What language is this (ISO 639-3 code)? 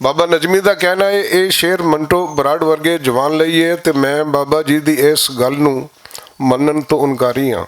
lah